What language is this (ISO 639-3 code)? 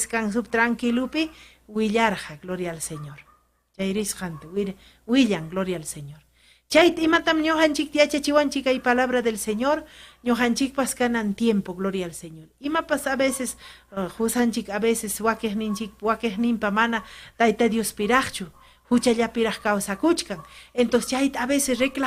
quy